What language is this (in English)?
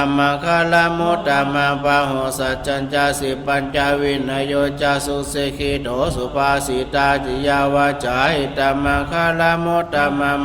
Pali